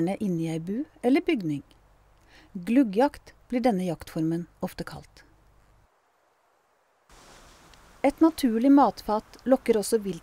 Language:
Norwegian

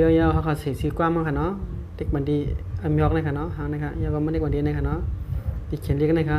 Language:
Shan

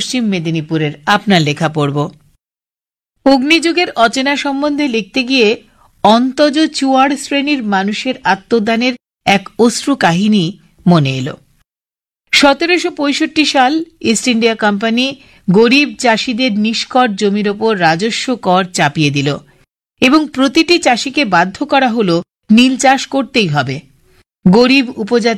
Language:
Bangla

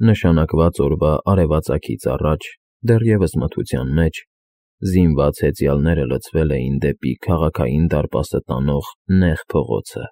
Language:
Armenian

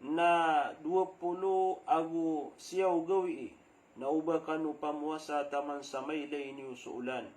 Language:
Maranao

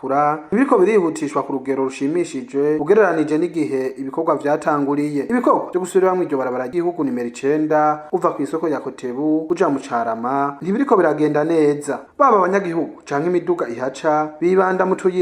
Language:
Rundi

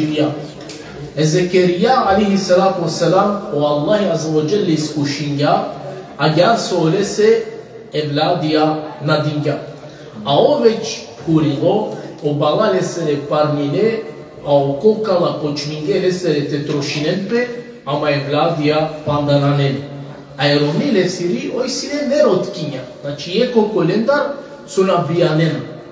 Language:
Balkan Romani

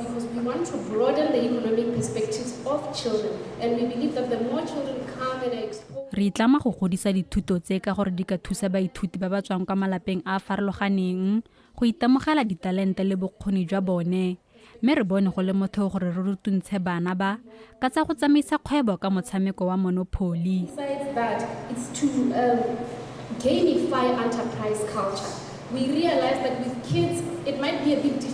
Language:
Tswana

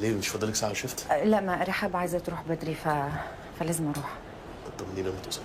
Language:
Egyptian Arabic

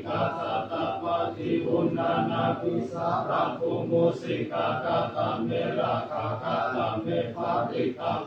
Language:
Pali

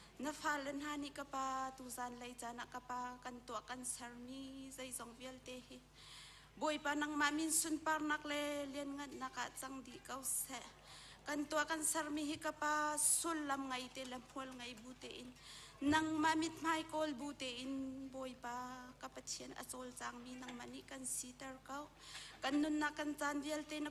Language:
Hakha Chin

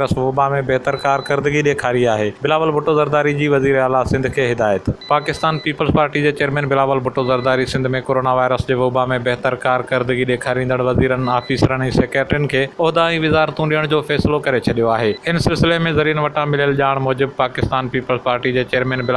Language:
Sindhi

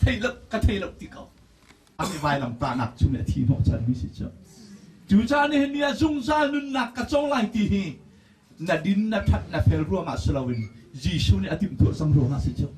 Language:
Hakha Chin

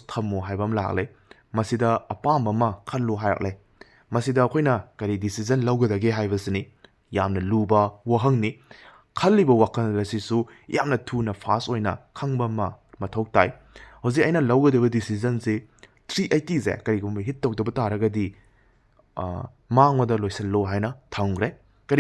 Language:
Manipuri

